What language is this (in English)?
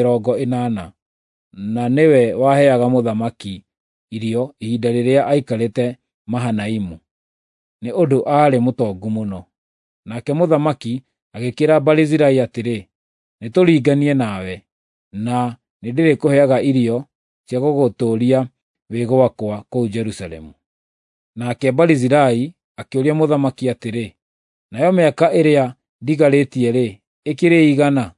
Kikuyu